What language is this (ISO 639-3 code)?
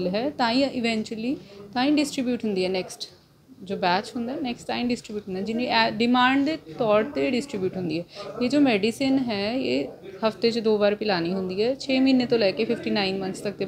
pan